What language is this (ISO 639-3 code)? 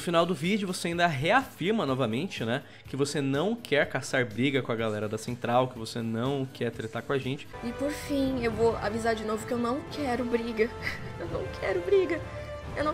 por